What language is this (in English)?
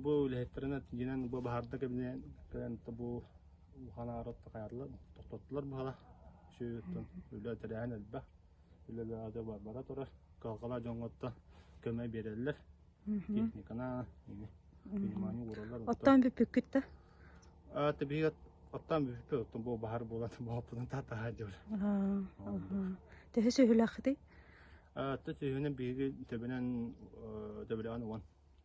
Yakut